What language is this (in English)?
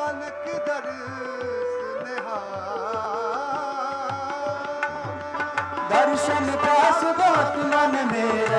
Hindi